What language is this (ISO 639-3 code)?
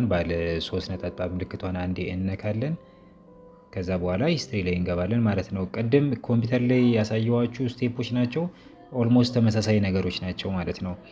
amh